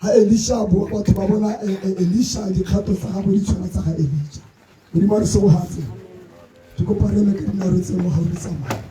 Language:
Tswana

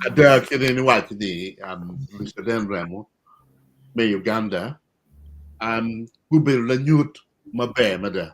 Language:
Acoli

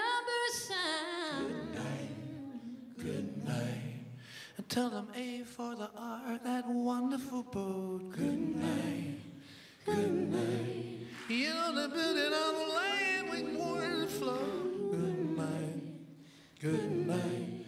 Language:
English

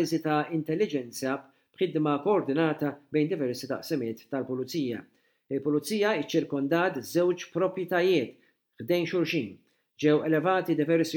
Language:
Maltese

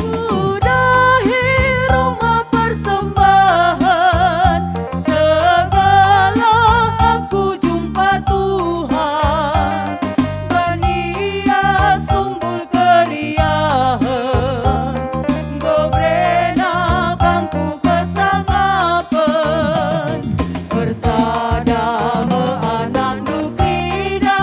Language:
Batak Karo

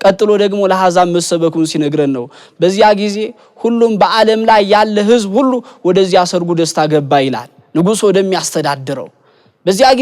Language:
Amharic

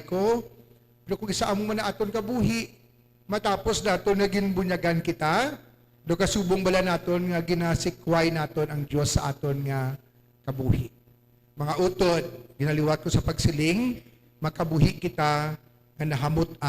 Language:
Hiligaynon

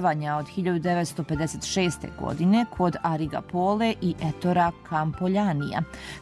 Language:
Serbian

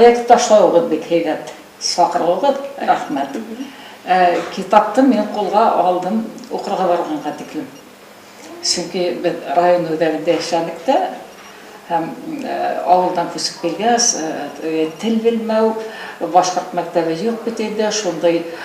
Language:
Bashkir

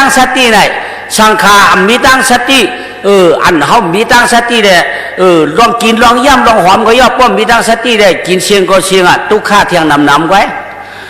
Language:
Shan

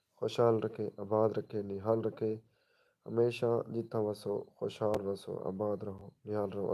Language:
Saraiki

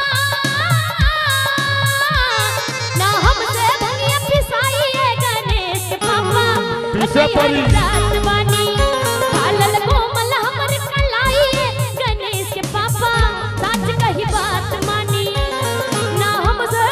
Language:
Bhojpuri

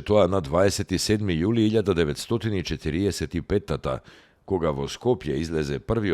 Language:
Macedonian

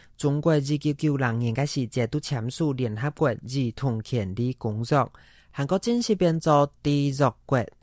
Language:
Hakka Chinese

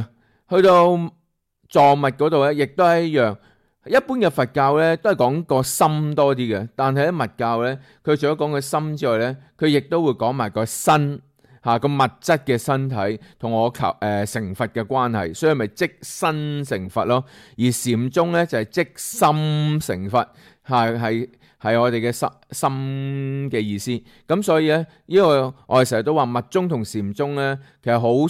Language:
Cantonese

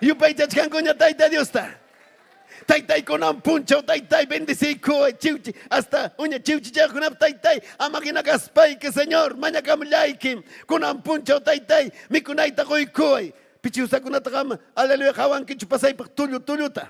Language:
Ayacucho Quechua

